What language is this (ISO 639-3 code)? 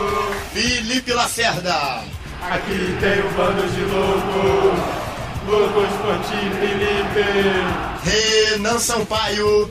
por